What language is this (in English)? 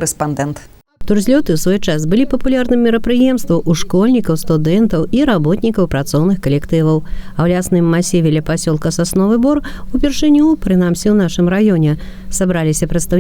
Belarusian